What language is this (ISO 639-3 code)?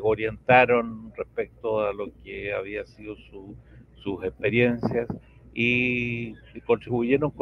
spa